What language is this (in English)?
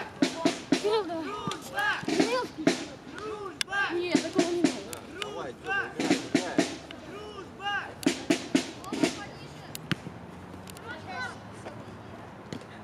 Russian